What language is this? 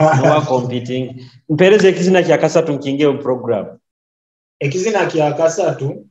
Nyoro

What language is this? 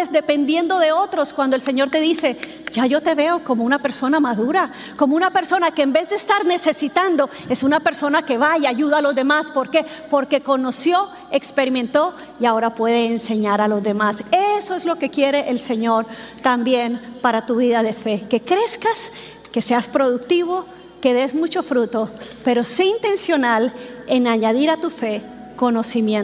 Spanish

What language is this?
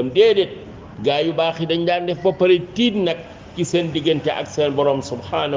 Wolof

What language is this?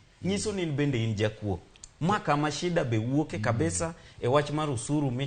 Luo (Kenya and Tanzania)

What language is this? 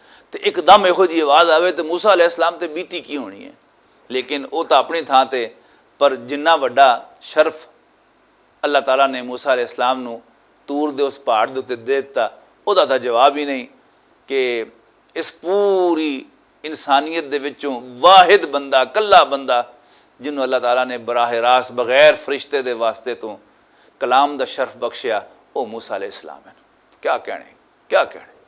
Western Panjabi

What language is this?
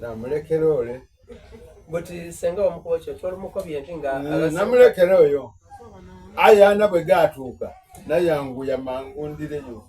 Soga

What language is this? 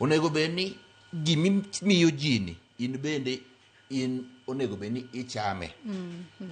Luo (Kenya and Tanzania)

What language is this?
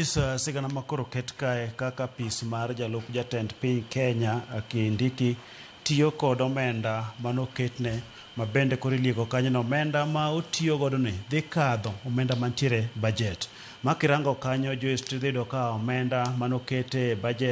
Luo (Kenya and Tanzania)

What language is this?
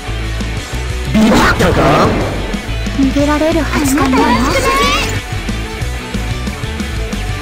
Japanese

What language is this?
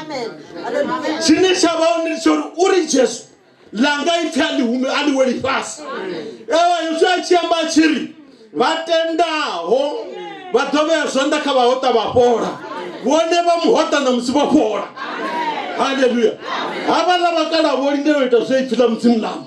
Venda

